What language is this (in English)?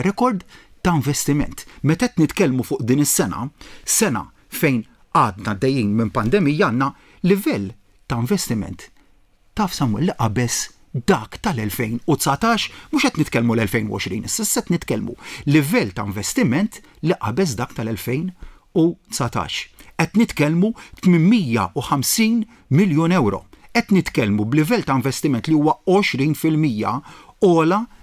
Maltese